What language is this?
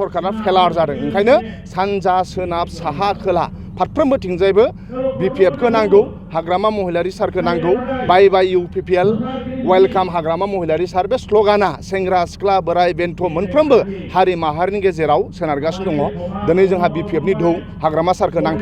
Bodo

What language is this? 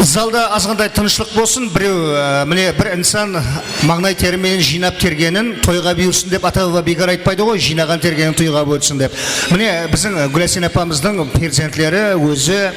Kara-Kalpak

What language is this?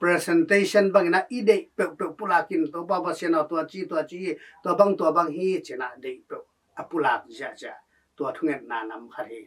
Tedim Chin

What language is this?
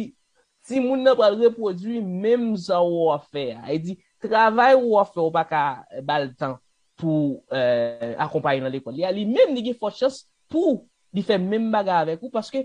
Haitian Creole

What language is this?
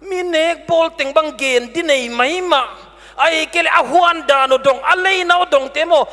Paite Chin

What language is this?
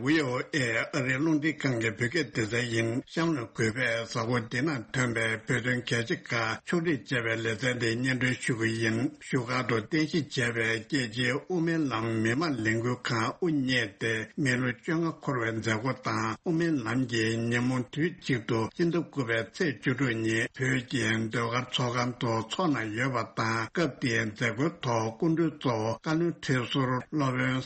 Tibetan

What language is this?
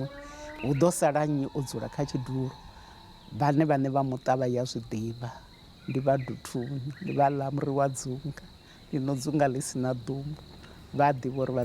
Venda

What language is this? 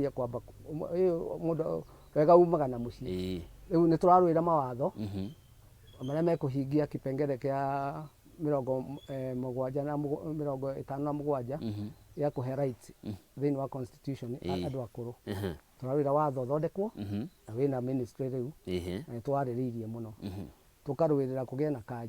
Kikuyu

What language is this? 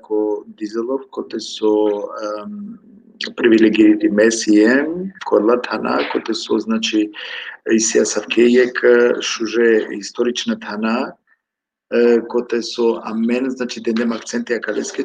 Balkan Romani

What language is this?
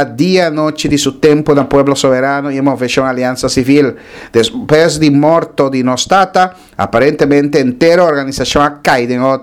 Papiamento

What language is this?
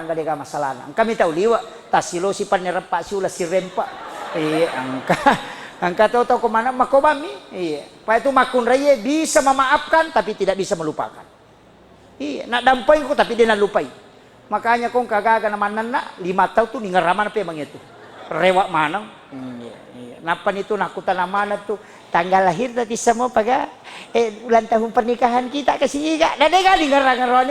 Buginese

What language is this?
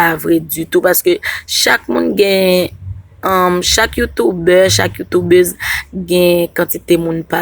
Haitian Creole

